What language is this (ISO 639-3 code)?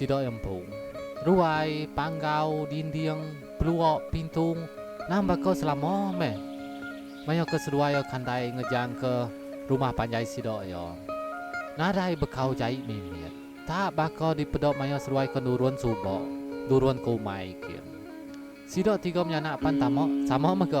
iba